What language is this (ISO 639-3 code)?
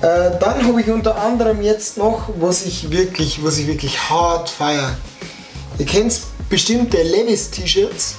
bar